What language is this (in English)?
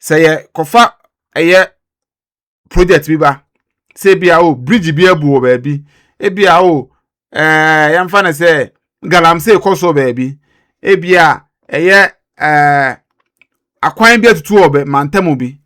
Akan